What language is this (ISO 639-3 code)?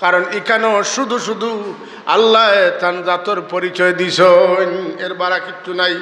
syl